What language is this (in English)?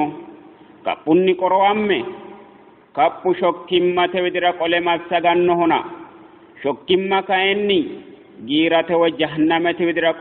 Sidamo